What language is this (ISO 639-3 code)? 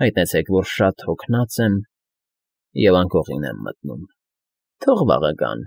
hye